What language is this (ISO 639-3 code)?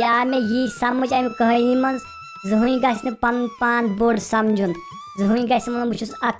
kas